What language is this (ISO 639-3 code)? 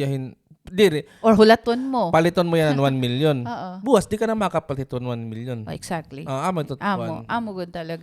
war